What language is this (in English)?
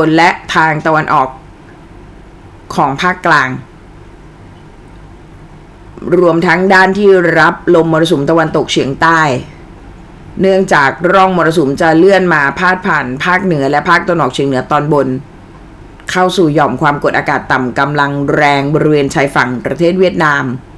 Thai